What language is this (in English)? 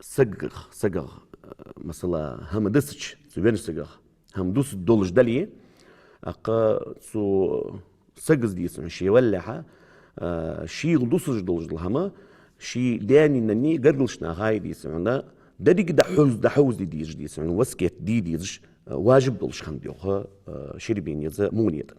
Ingush